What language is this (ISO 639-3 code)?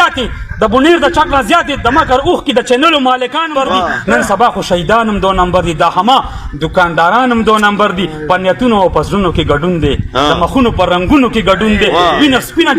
pus